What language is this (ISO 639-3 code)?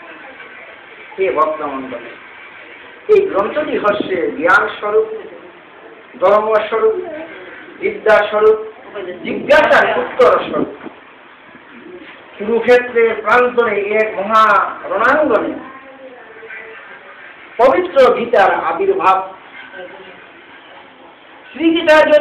ben